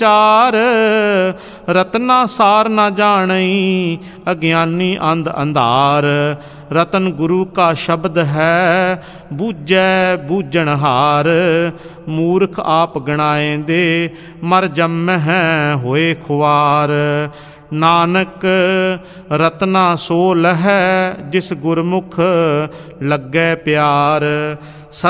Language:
Punjabi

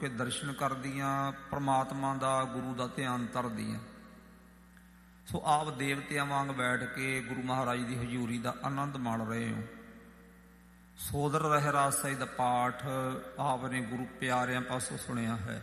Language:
Punjabi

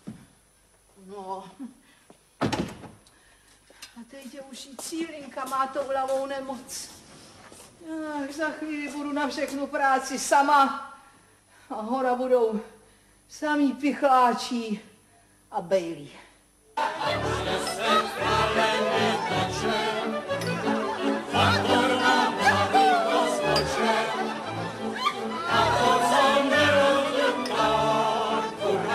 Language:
Czech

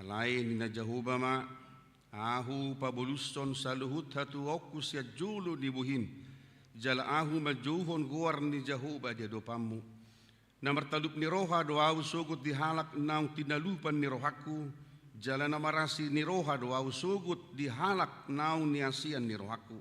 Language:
Batak Toba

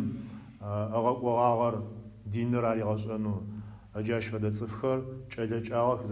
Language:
Adyghe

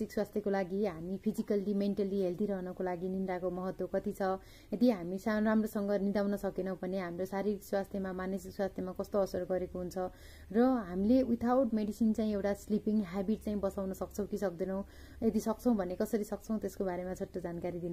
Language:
Nepali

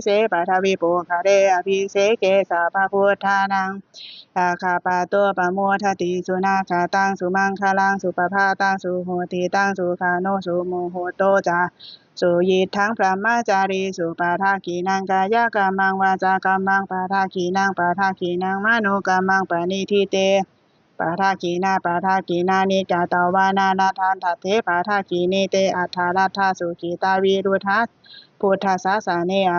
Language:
Pali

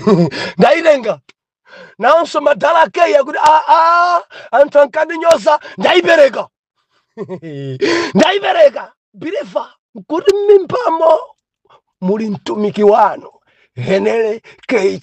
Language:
Nyanja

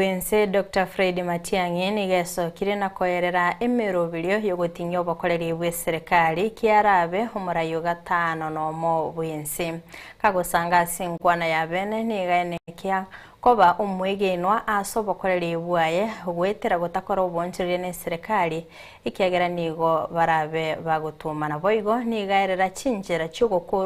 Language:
Gusii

